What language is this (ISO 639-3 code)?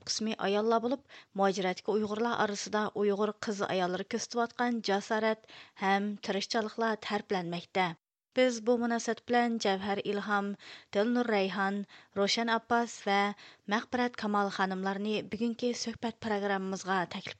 uig